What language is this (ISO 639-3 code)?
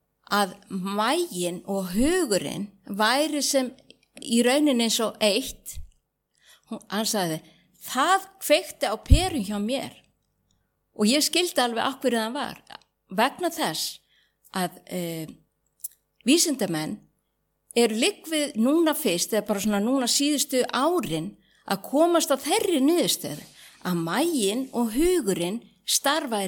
isl